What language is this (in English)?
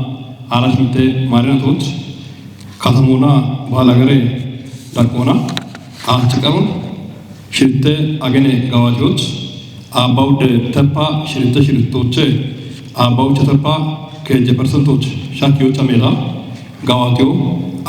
Kafa